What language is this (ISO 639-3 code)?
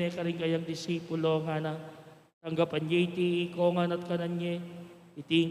pam